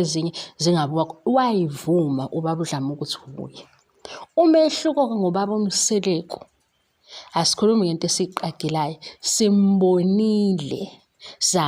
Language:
Zulu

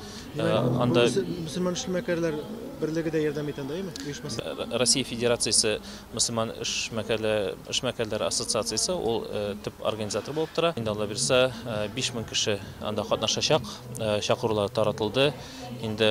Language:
Tatar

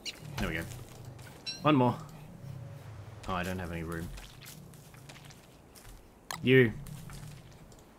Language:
English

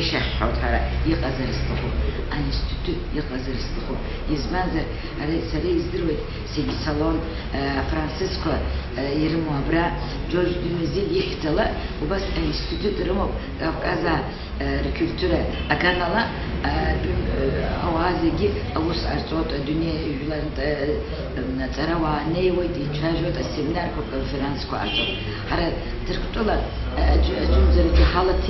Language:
Abkhazian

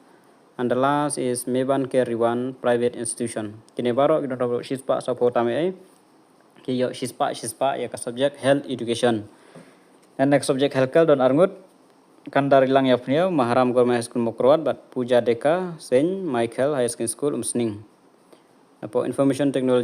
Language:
Khasi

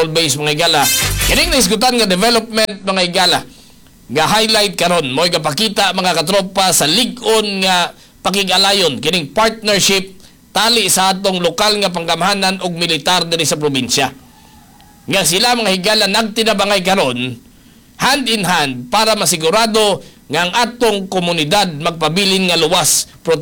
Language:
Cebuano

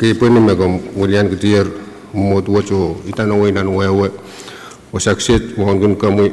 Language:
Pohnpeian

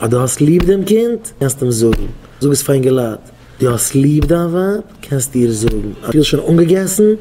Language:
Yiddish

